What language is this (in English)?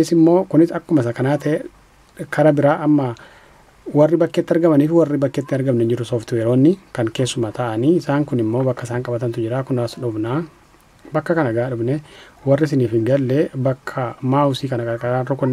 Oromo